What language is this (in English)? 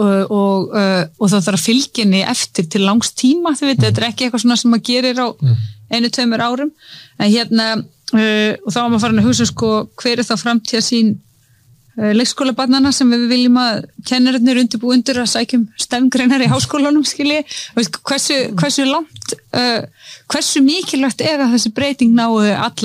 Icelandic